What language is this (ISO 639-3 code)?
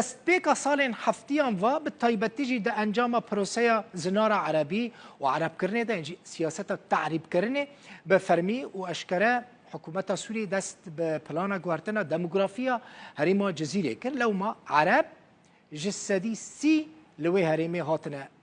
kur